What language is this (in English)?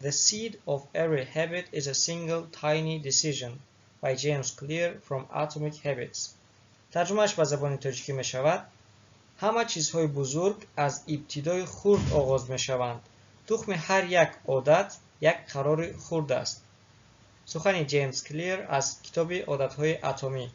Tajik